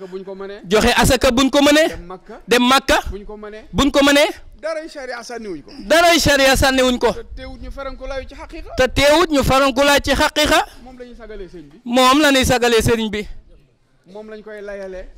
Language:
Wolof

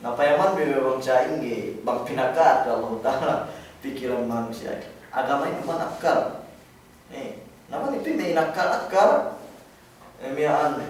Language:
Yakan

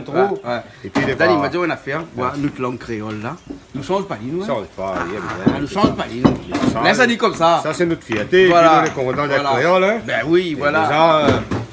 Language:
Réunion Creole French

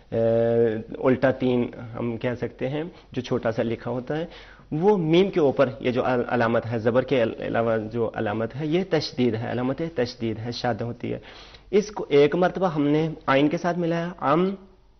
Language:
Urdu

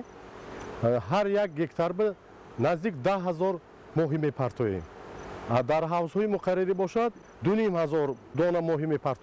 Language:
Tajik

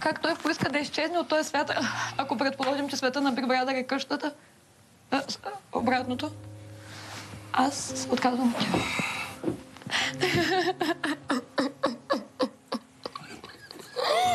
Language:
Bulgarian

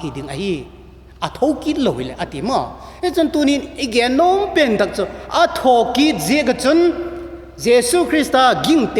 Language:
Vaiphei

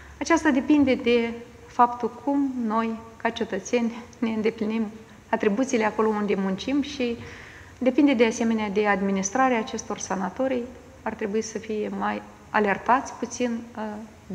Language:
Romanian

